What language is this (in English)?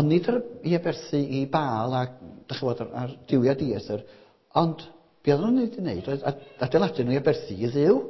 Welsh